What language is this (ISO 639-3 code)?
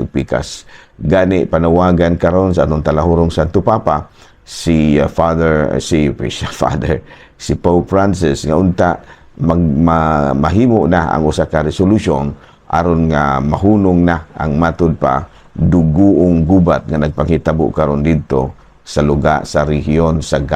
ceb